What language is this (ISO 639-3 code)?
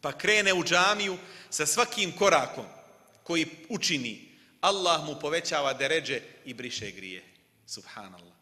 bos